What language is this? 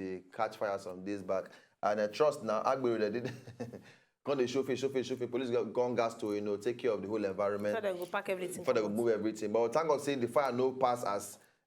Nigerian Pidgin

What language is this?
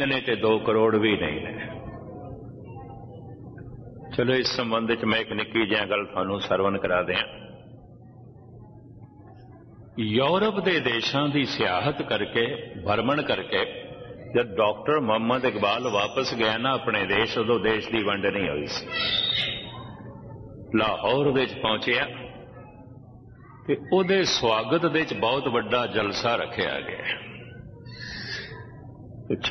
Punjabi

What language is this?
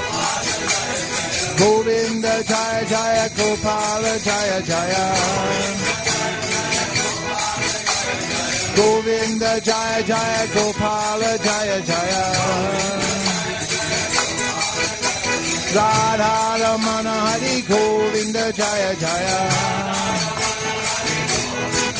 Hindi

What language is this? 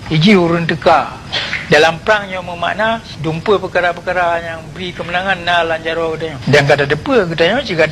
Achinese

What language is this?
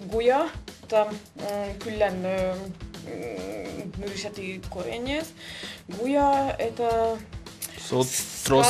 Udmurt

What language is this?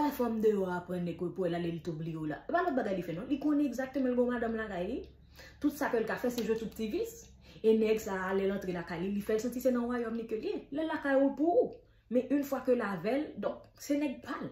Haitian Creole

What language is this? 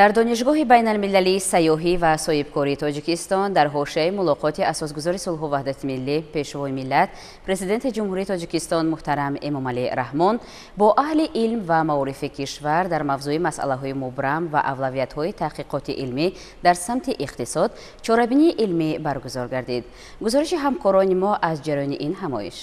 Tajik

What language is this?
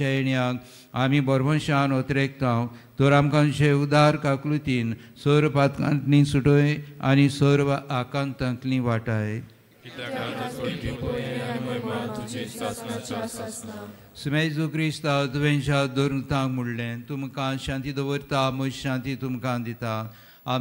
Konkani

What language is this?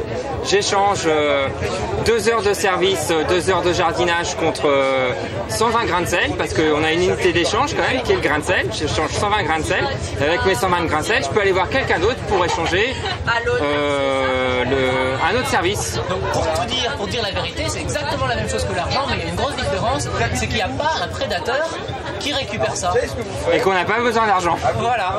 French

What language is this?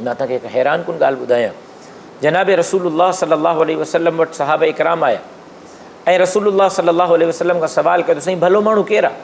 Sindhi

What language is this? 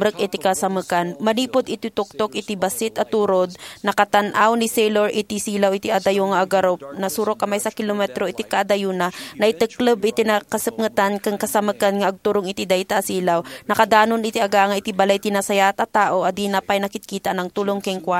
Iloko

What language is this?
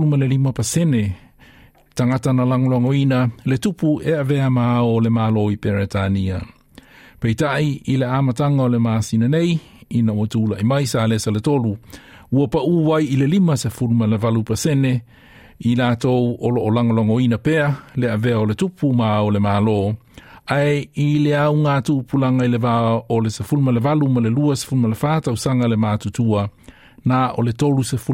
Samoan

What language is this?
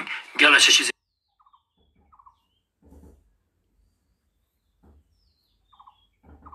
Ladakhi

